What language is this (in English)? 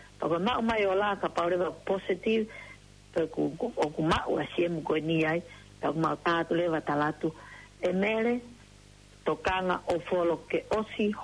Tongan